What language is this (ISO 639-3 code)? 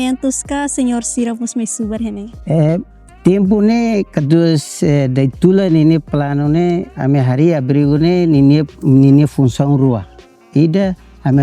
tet